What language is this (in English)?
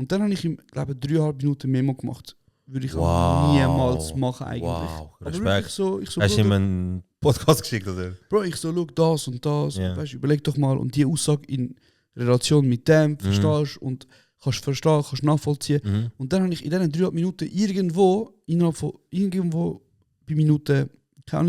Swiss German